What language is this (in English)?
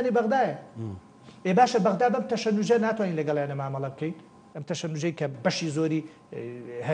Central Kurdish